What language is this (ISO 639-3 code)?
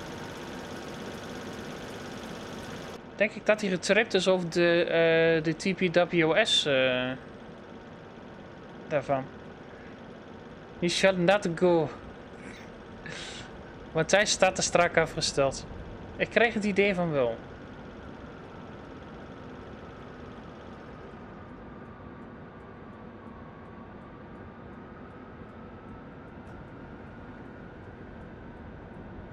nld